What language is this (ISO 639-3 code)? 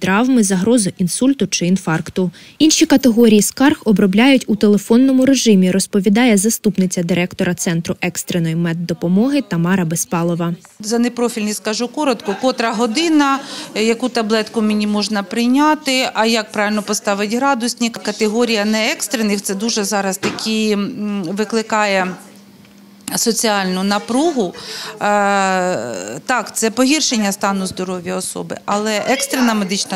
ukr